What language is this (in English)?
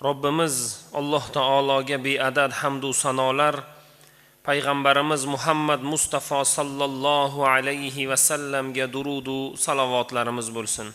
Uzbek